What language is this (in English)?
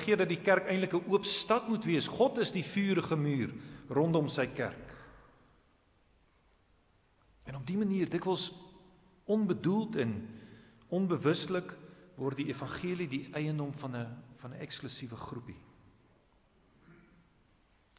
Afrikaans